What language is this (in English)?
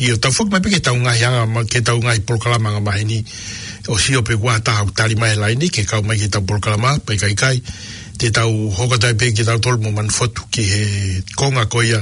Tongan